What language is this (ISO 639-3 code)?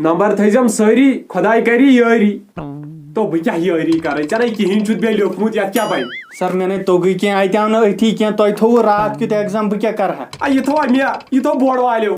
kas